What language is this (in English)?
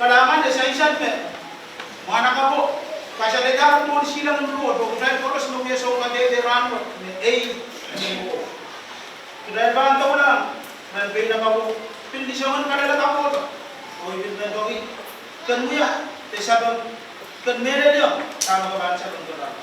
Pohnpeian